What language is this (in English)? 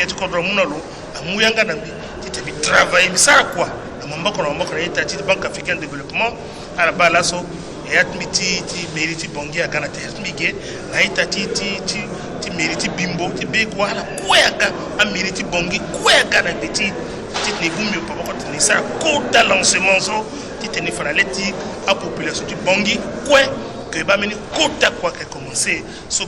Sango